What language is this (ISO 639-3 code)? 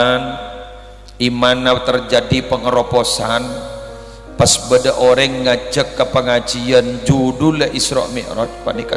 mad